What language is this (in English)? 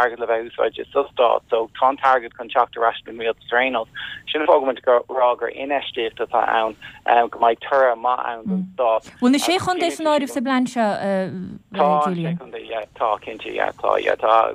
Irish